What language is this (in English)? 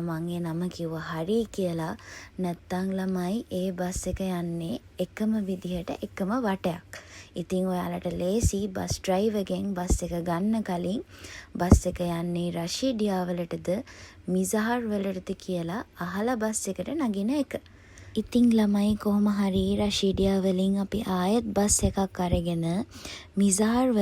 Sinhala